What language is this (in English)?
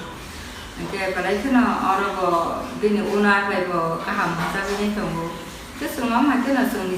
Kok Borok